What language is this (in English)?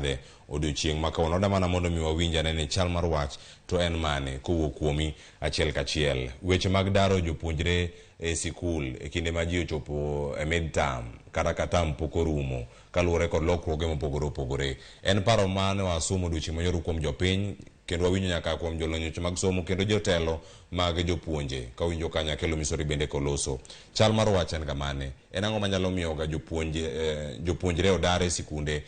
Luo (Kenya and Tanzania)